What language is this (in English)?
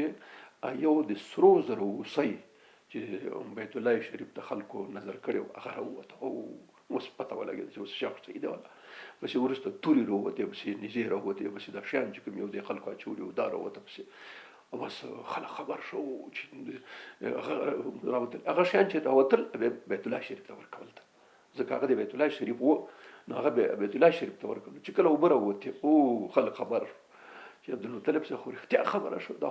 Pashto